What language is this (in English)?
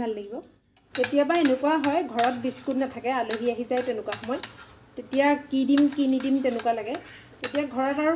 Assamese